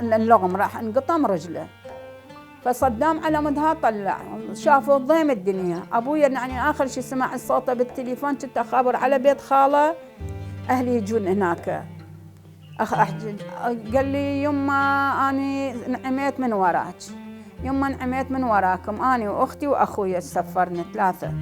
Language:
Mesopotamian Arabic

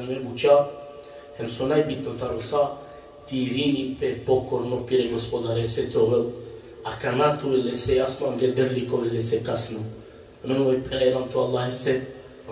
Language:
Balkan Romani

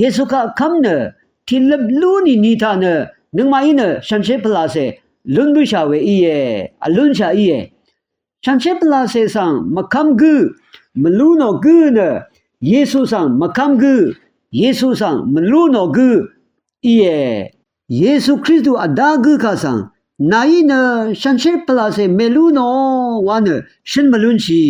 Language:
Rawang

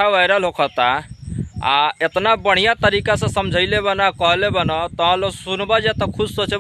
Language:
Bhojpuri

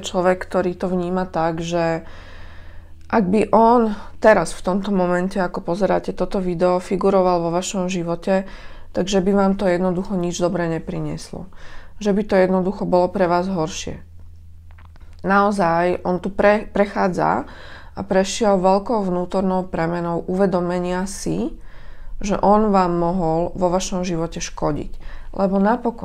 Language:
Slovak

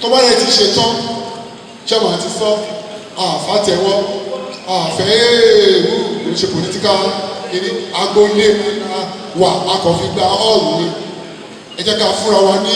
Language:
Yoruba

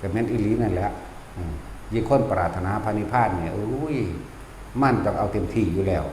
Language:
Northeastern Thai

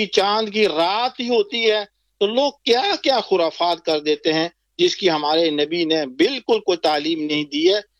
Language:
Urdu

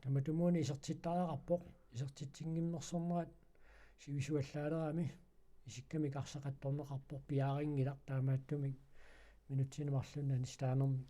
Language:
Kalaallisut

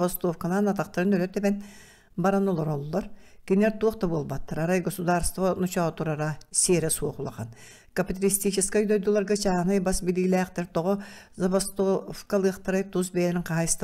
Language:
Yakut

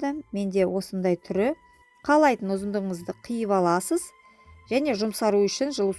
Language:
Kazakh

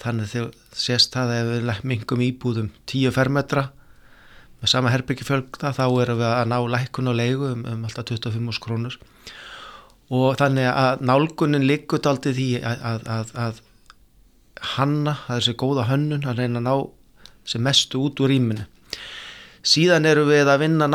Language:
Icelandic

